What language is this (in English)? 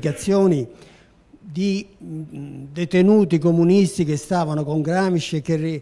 Italian